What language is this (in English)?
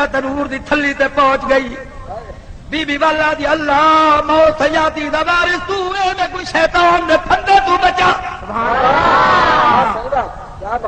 Saraiki